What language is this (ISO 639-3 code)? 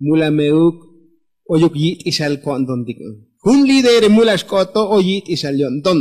tzo